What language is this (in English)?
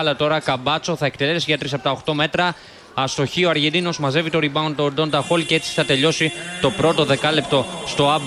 Greek